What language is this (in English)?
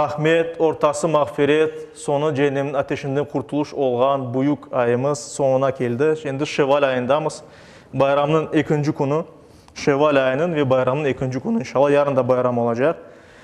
Crimean Tatar